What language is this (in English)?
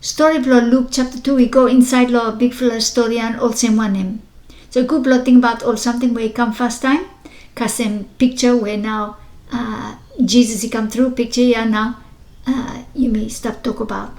Bislama